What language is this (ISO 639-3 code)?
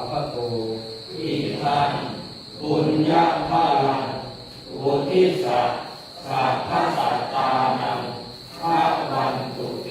pli